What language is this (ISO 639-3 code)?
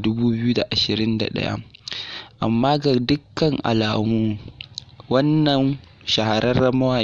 hau